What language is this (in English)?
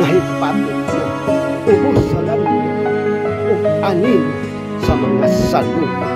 Cebuano